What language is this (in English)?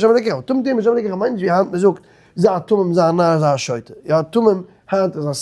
Yiddish